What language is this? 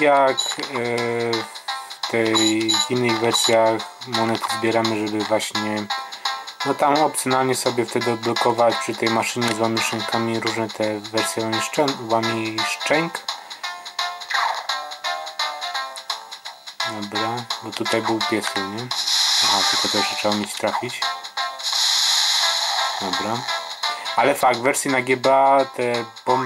Polish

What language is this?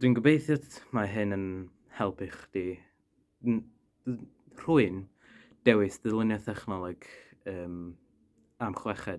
Welsh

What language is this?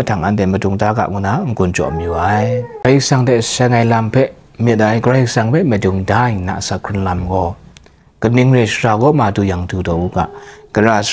Kachin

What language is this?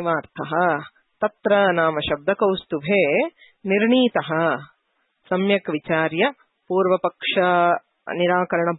Sanskrit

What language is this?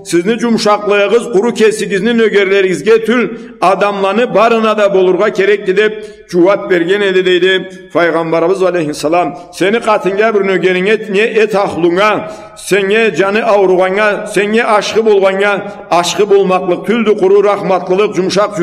Karachay-Balkar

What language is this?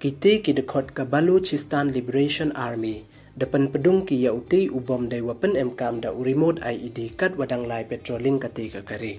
Pnar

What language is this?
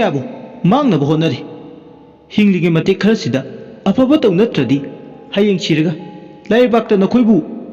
Manipuri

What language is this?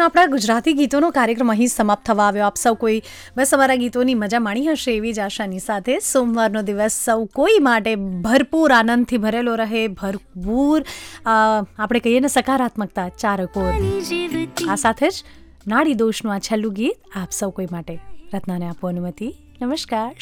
Gujarati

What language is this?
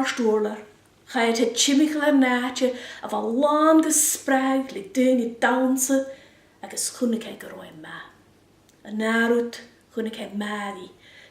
Scottish Gaelic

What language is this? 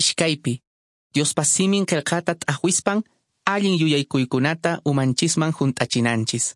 Quechua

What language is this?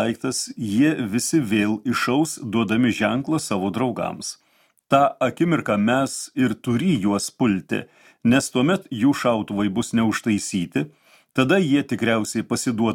Lithuanian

